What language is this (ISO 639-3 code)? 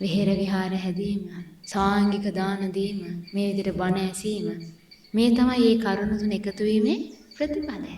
sin